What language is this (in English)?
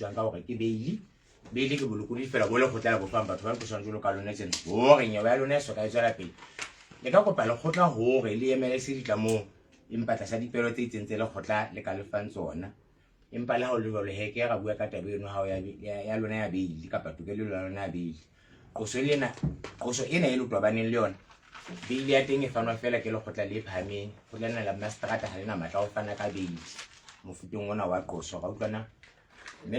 Southern Sotho